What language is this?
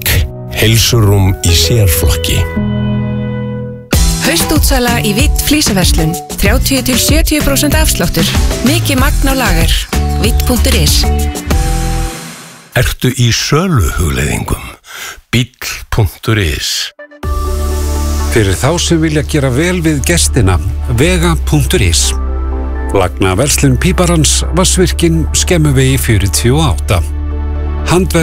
Icelandic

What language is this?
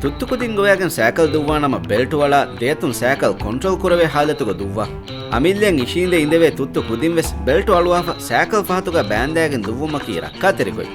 Divehi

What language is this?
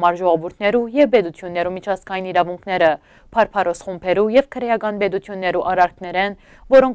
Western Armenian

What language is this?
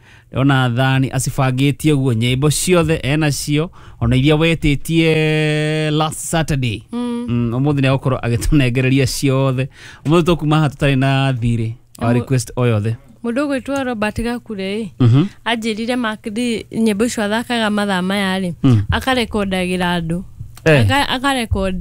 Kikuyu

